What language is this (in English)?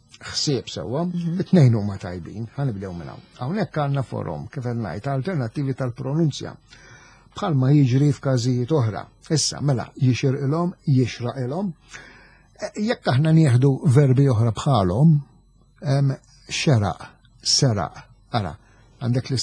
Maltese